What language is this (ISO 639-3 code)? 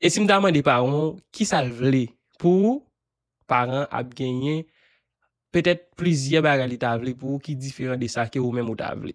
hat